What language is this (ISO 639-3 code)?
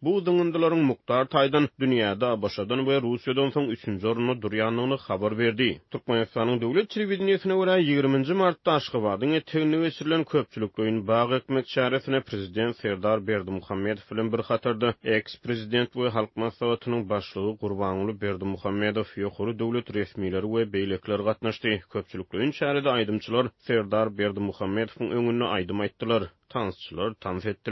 tuk